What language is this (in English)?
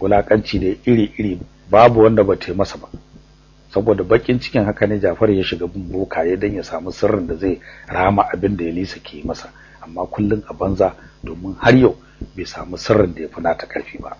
Hausa